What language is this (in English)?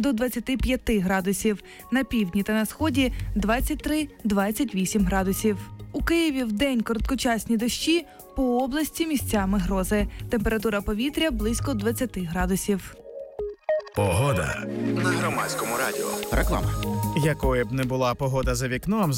Ukrainian